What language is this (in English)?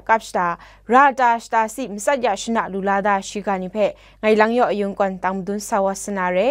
Kachin